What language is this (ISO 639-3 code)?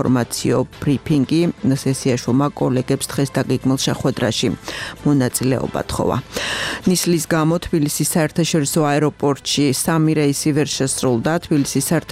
kat